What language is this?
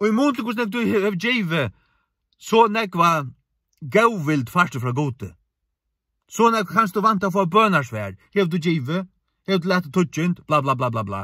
Faroese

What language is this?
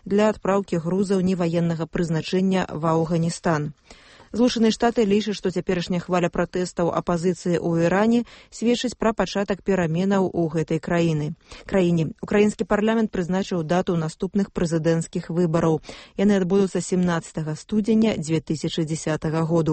Belarusian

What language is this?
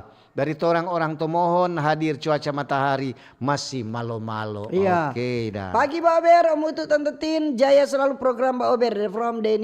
Manado Malay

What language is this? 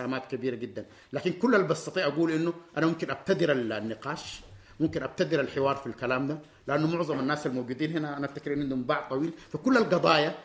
Sudanese Arabic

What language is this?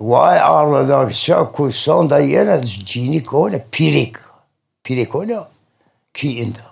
Zaza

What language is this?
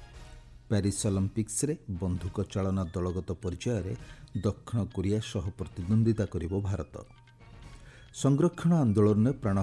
Odia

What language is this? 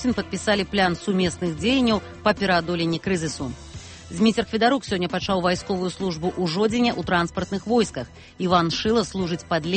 Belarusian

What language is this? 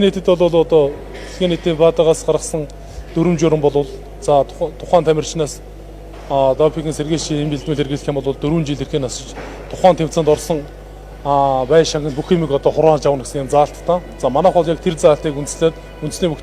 Mongolian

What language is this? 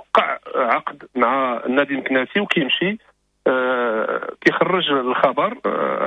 Moroccan Arabic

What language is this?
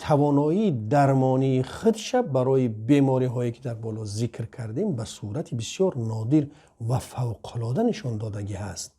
Tajik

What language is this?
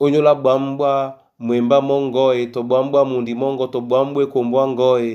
Duala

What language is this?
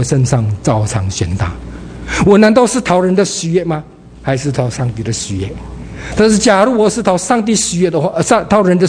Chinese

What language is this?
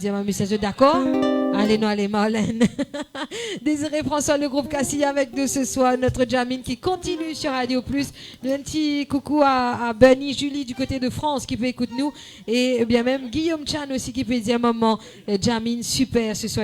Morisyen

